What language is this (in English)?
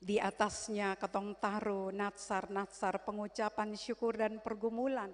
Ambonese Malay